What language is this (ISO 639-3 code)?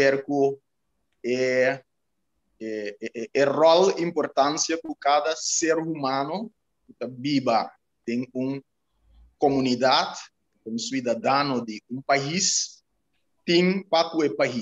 pap